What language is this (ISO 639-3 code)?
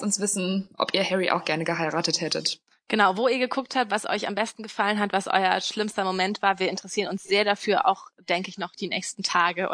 deu